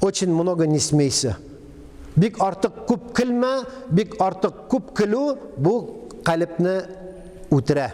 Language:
Tatar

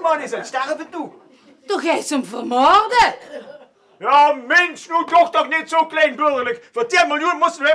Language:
Limburgish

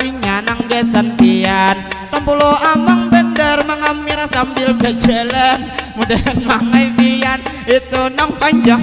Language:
Banjar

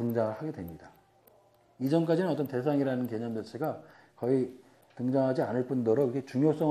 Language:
Korean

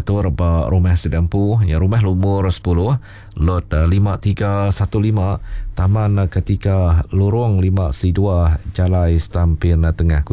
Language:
Iban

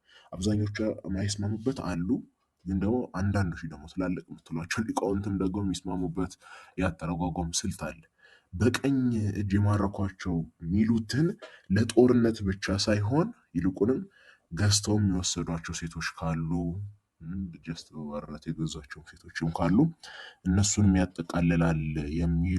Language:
Amharic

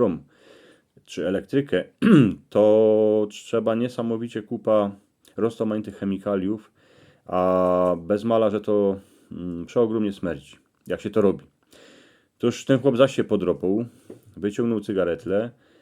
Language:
Silesian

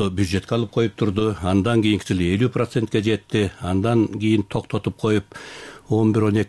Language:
Kyrgyz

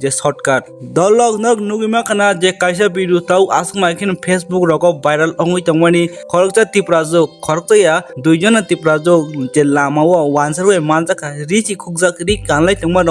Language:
Kok Borok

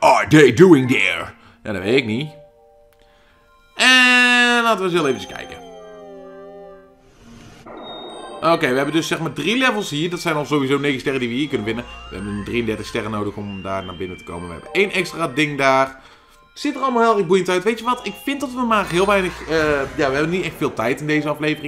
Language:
Dutch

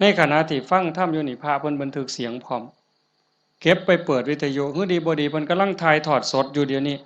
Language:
Northeastern Thai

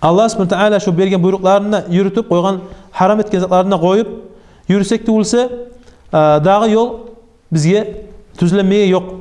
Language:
Kumyk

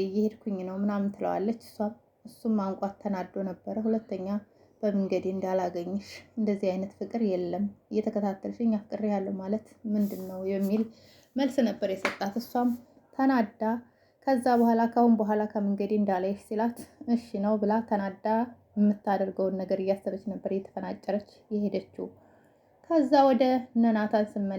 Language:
Amharic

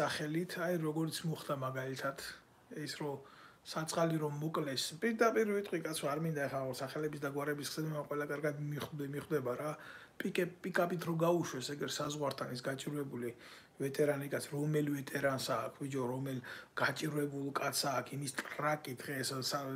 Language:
Georgian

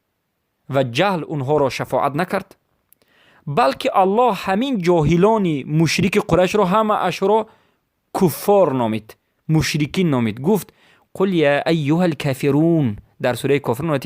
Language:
Persian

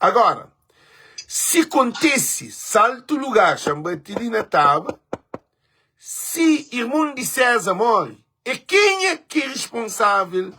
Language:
Kabuverdianu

